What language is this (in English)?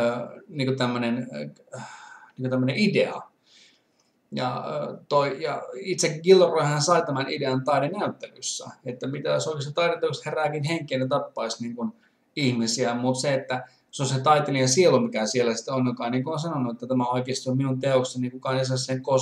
Finnish